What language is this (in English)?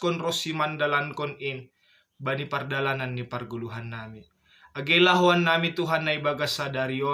Batak Simalungun